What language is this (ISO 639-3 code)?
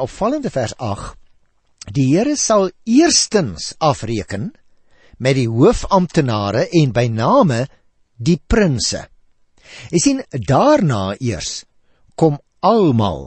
afr